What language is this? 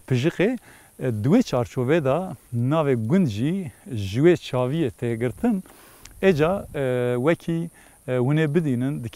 Kurdish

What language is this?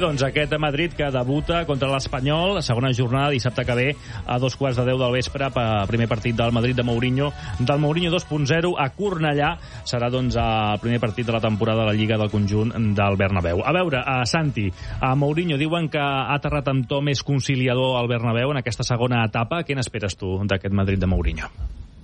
Catalan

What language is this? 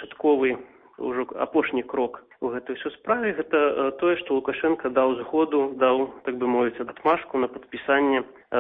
Belarusian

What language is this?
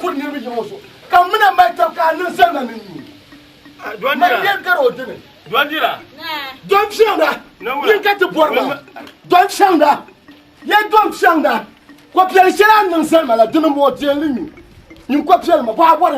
Dagbani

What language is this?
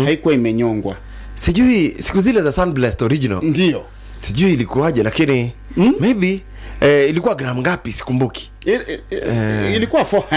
Swahili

